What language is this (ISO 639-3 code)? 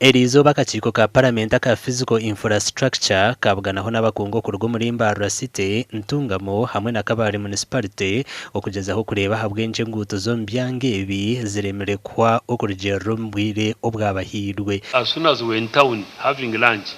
nyn